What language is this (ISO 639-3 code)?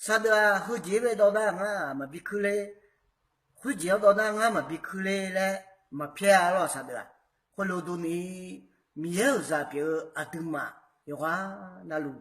ahk